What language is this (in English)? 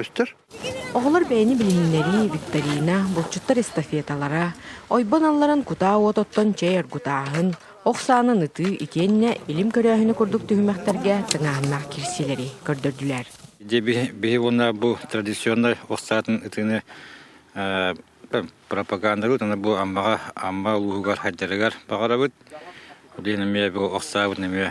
Yakut